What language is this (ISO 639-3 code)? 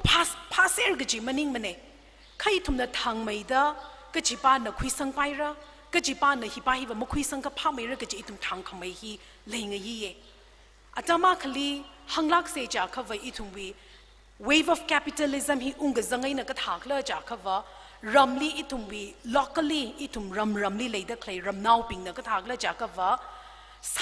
nmf